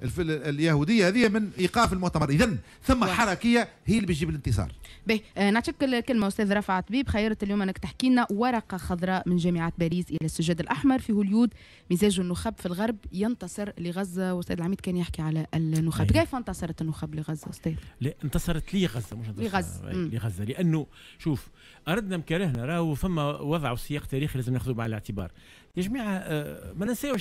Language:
Tunisian Arabic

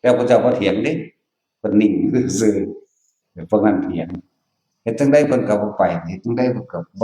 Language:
Northeastern Thai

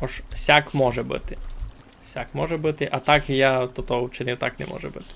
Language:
Rusyn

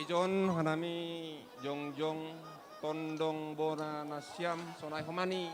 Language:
Batak Simalungun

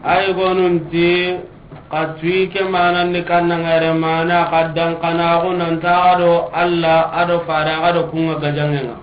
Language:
Soninke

